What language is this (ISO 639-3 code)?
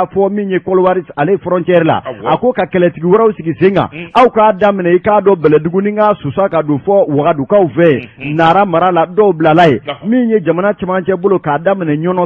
bam